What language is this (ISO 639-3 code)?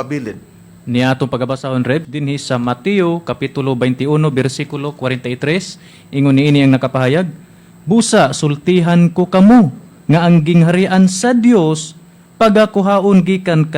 ceb